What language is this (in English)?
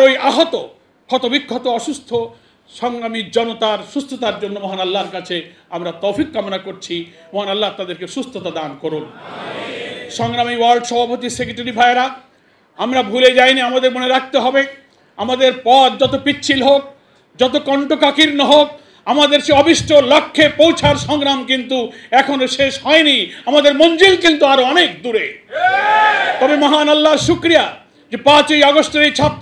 Bangla